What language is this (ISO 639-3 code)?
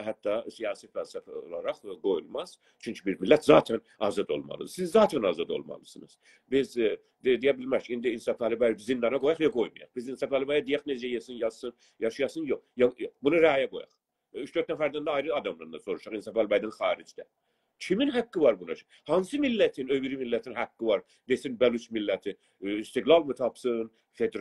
azb